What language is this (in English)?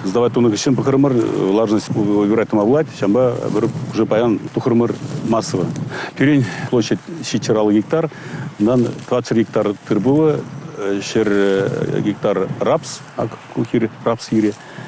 Chuvash